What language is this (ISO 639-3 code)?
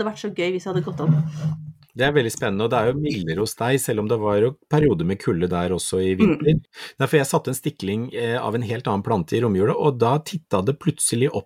nor